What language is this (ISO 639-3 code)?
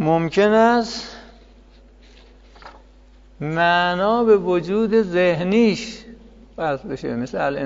fas